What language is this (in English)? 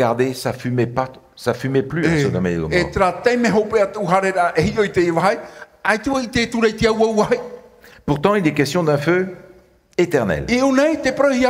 Tahitian